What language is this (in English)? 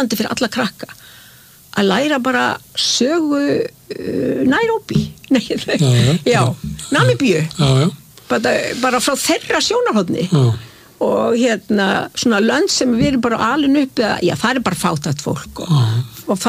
Icelandic